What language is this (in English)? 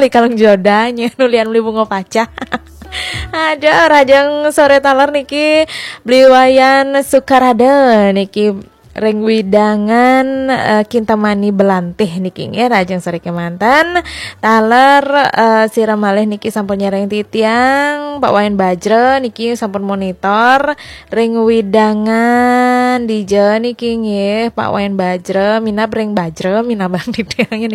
Balinese